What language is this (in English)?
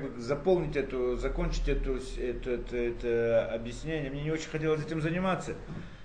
Russian